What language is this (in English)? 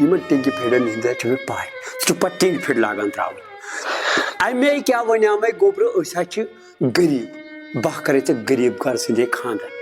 Kashmiri